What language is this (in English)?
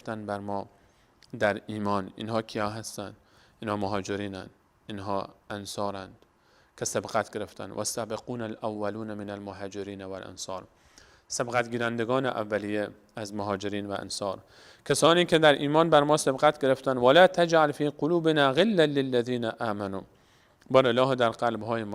Persian